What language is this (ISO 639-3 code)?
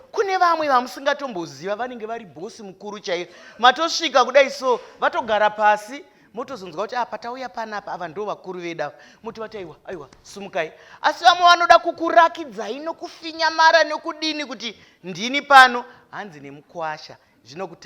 sna